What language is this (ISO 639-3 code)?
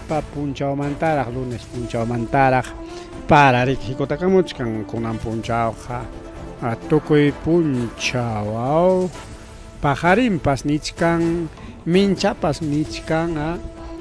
quy